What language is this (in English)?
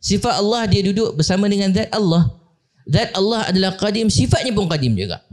Malay